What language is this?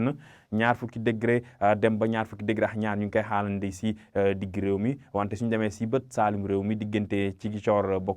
Wolof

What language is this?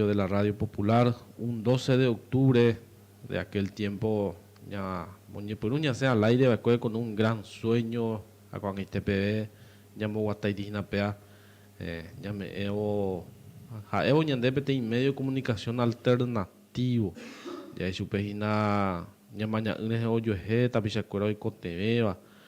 Guarani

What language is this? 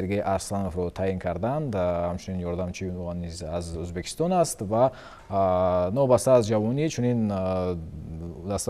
Tajik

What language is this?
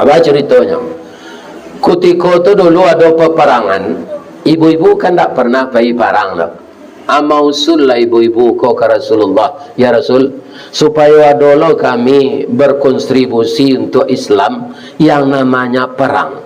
Minangkabau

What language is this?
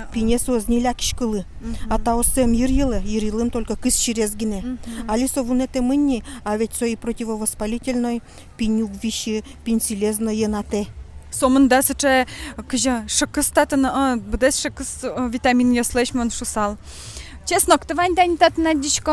Udmurt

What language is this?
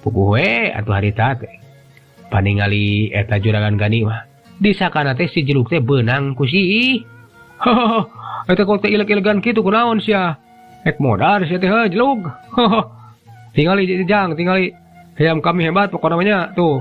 Sundanese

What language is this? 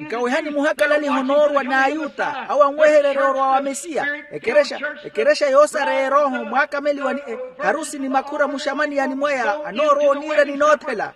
Makhuwa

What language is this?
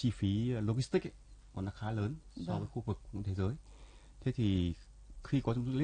Vietnamese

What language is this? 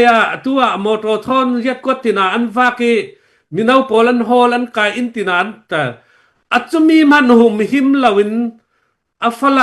Falam Chin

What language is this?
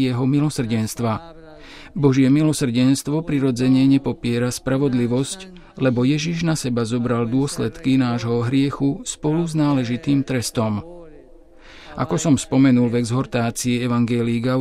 Slovak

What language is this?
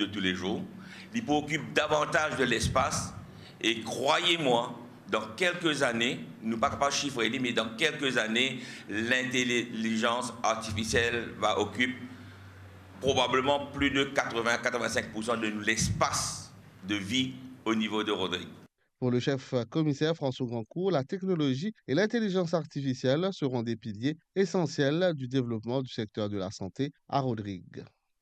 Morisyen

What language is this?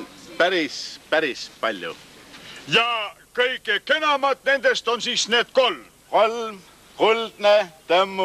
Estonian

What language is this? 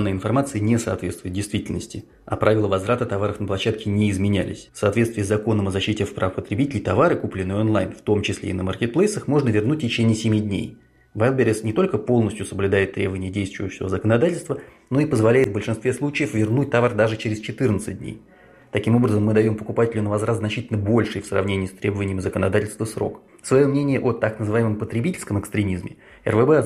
Russian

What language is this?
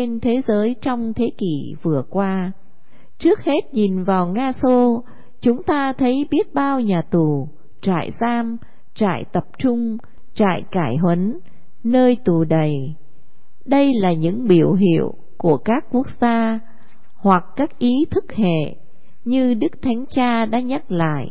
Vietnamese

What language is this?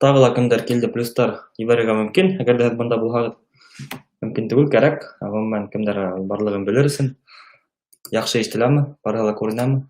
Bashkir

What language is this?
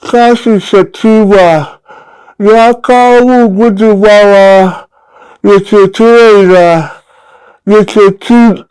Hausa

